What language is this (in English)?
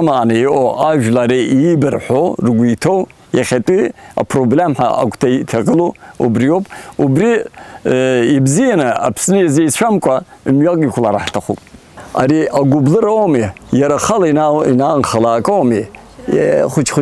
Abkhazian